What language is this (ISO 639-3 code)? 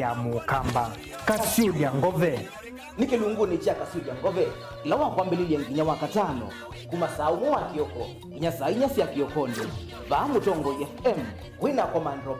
kam